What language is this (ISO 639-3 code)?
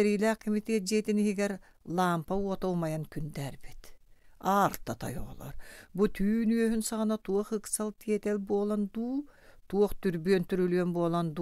sah